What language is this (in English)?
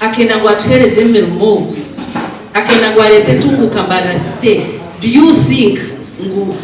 Nyankole